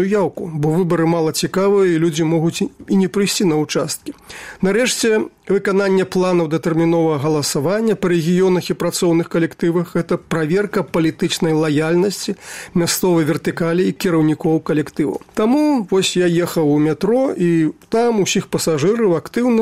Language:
Belarusian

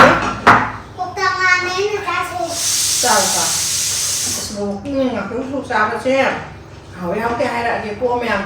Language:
Manipuri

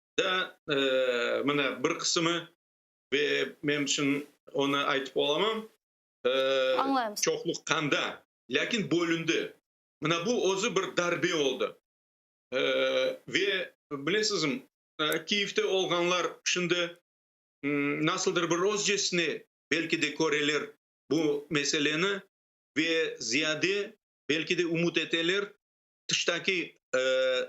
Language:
Crimean Tatar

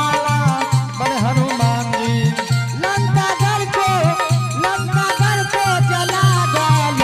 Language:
Angika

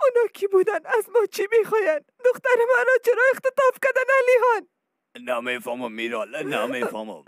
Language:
Persian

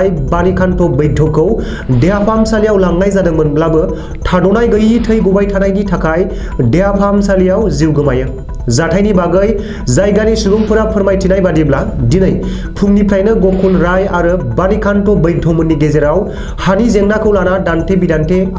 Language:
Bodo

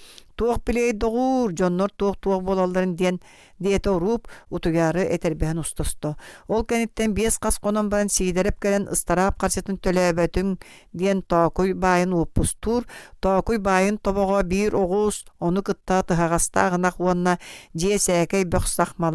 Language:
Yakut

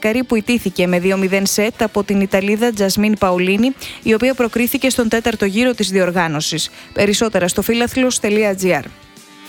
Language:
Greek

